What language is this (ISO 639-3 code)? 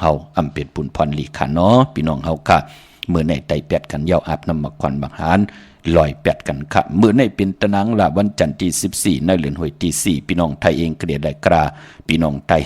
shn